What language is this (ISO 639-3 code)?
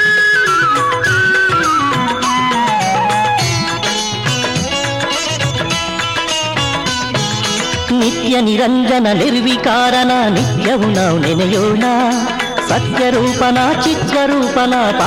kan